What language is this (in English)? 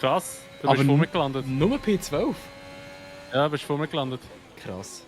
Swiss German